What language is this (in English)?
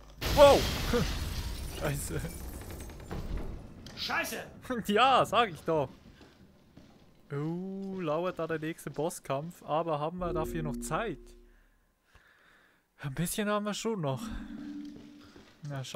German